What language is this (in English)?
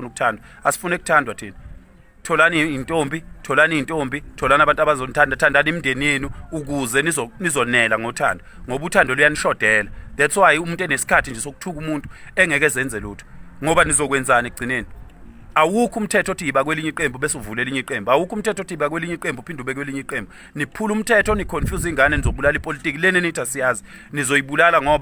Zulu